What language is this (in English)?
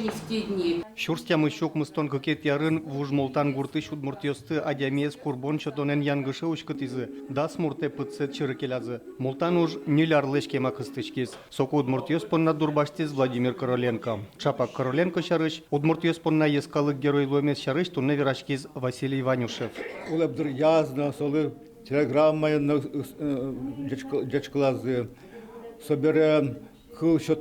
Udmurt